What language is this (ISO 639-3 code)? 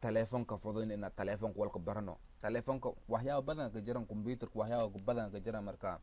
som